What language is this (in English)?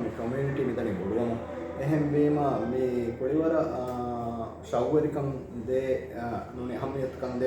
Divehi